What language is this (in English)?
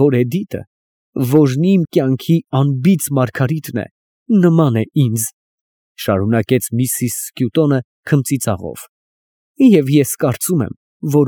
Armenian